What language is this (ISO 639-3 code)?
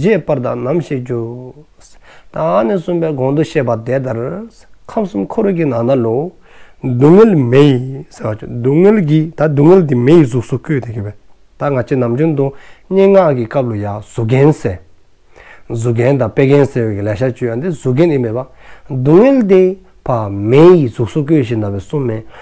dzo